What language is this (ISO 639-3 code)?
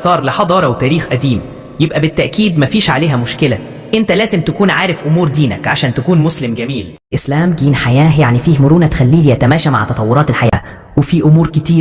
arz